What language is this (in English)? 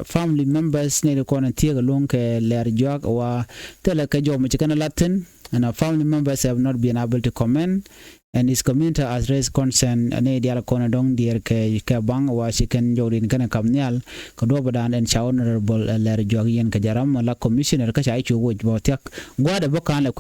Nuer